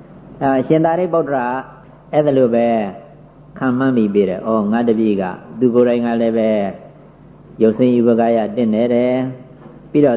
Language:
Burmese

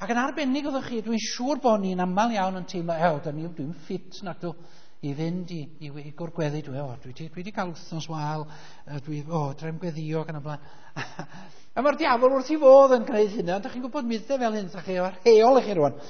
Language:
Welsh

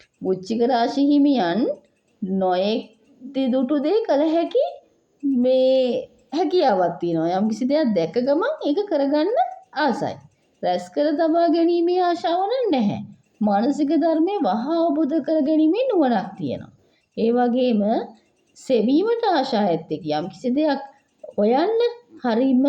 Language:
Sinhala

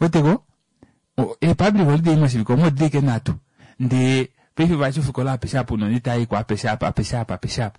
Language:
Kuanyama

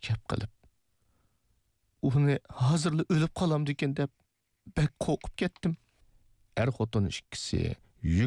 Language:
Uyghur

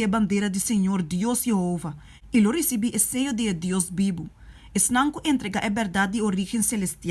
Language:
Papiamento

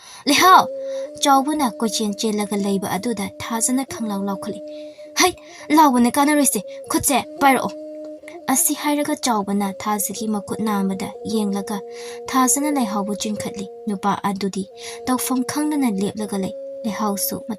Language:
Manipuri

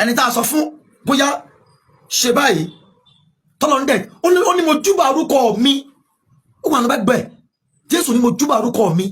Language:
Yoruba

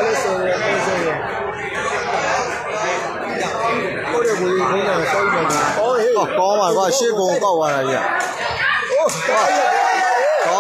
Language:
Burmese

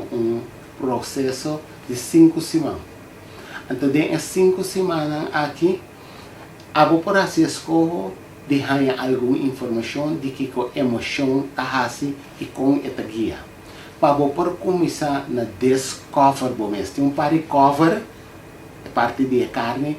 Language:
Papiamento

